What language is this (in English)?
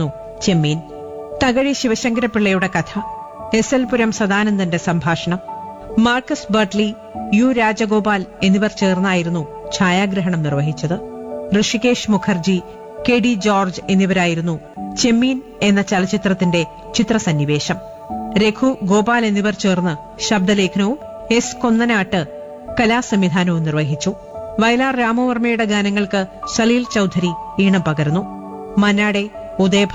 Malayalam